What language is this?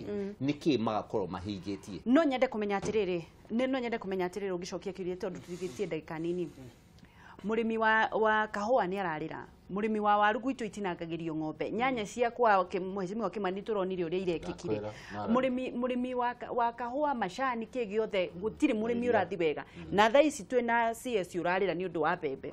Kikuyu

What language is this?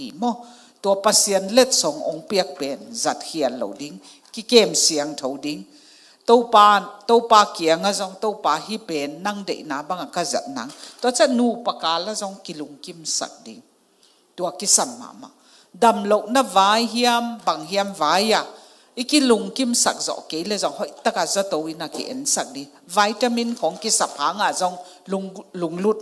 Tedim Chin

